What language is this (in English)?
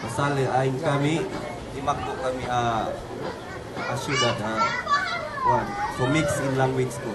Yakan